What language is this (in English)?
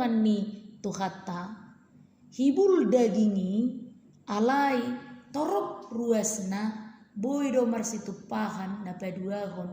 Batak Toba